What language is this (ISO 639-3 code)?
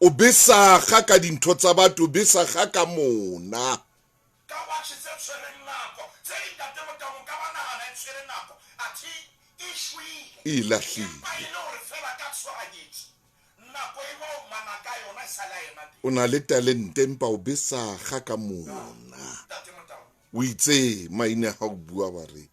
sot